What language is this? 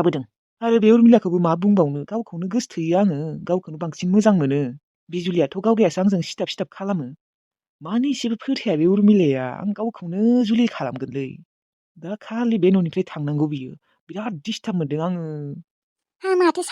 Bodo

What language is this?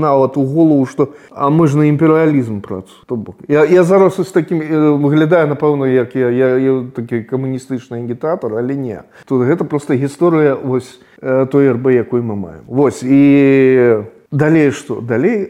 Belarusian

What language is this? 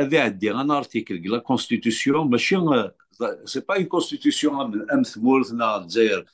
Kabyle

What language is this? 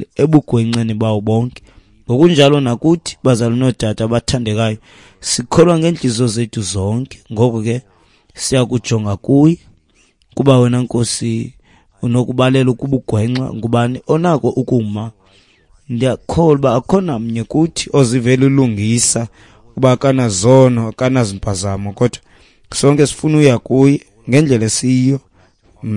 Xhosa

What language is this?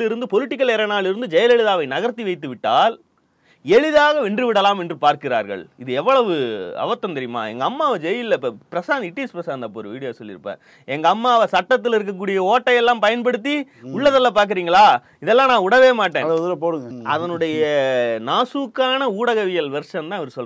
Tamil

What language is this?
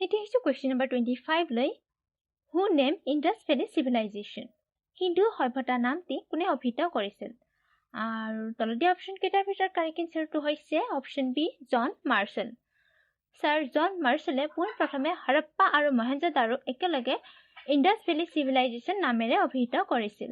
Assamese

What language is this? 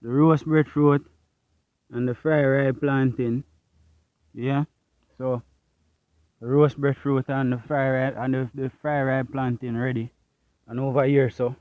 Jamaican Creole English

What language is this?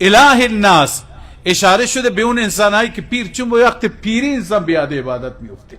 Persian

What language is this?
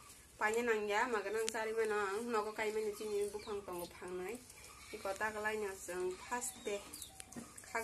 Kok Borok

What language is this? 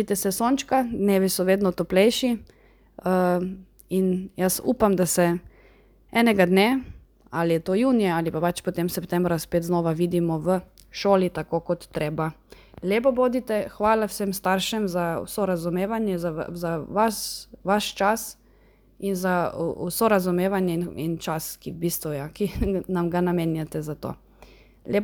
Slovenian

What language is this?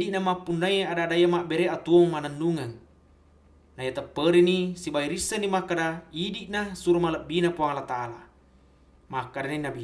Buginese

